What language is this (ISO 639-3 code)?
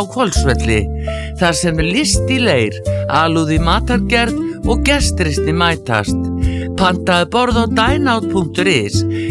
isl